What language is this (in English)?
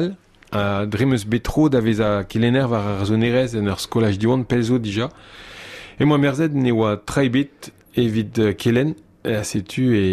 Breton